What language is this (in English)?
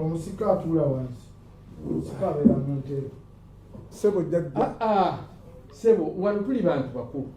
Ganda